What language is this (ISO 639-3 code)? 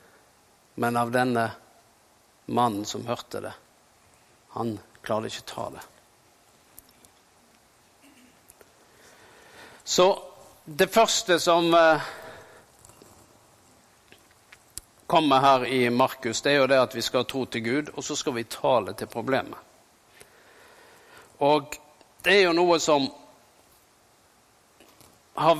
nor